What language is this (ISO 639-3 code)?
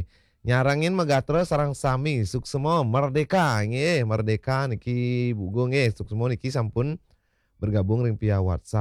ban